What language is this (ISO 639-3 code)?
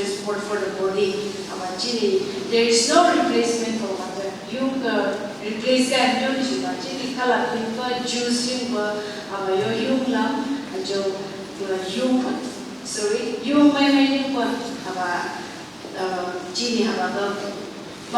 nph